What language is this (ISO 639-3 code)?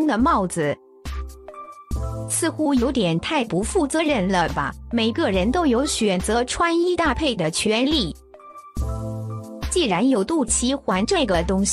zho